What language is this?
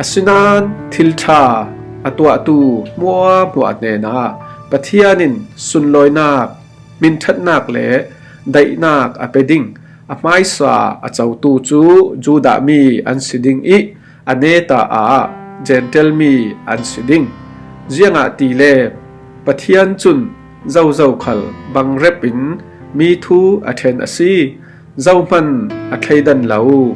Falam Chin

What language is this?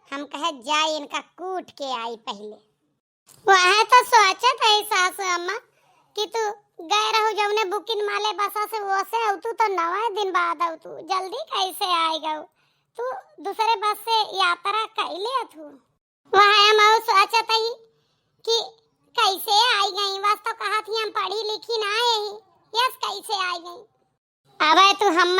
Awadhi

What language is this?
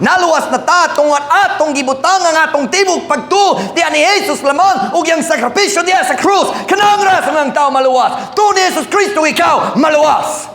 Cebuano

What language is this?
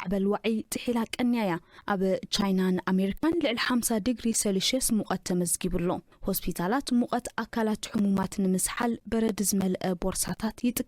Tigrinya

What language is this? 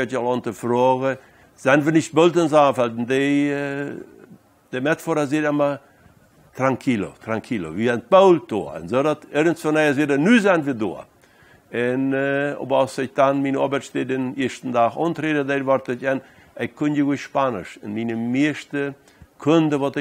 Plautdietsch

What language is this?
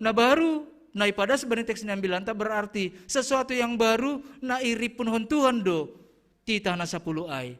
Batak Simalungun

